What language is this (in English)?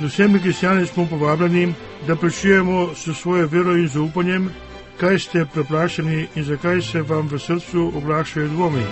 Slovenian